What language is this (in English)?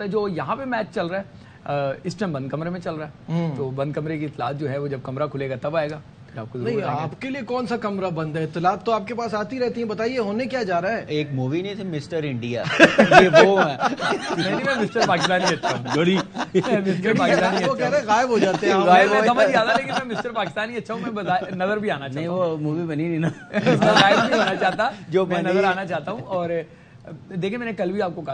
Urdu